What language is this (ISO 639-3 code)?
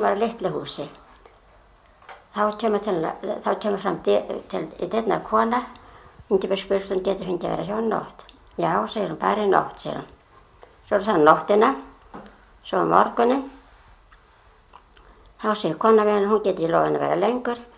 isl